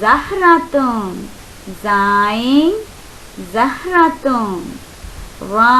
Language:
Divehi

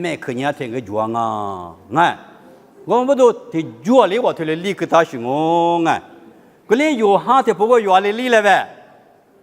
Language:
Lisu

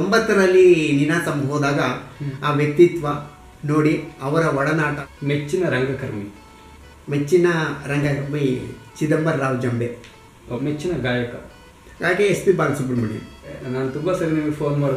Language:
Kannada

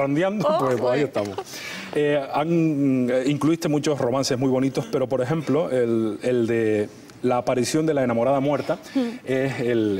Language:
Spanish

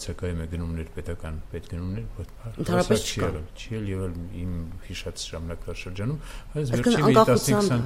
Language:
Armenian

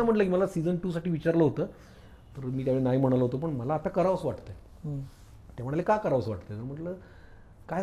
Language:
Marathi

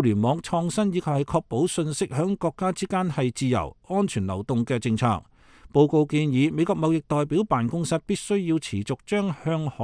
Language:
Cantonese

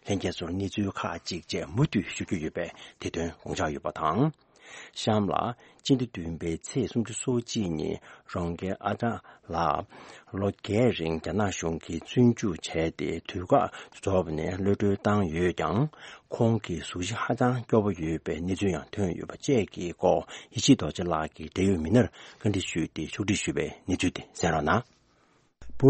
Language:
Tibetan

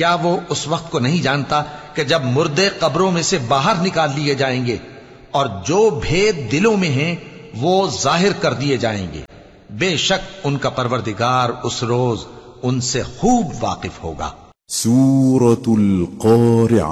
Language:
Urdu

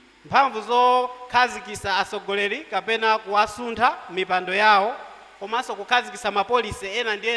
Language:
Nyanja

